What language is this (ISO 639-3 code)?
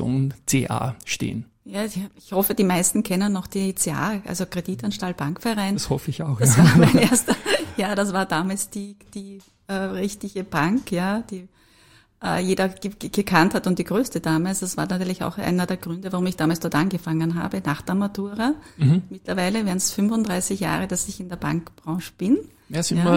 deu